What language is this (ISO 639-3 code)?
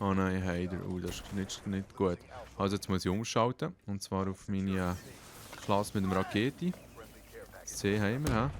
gsw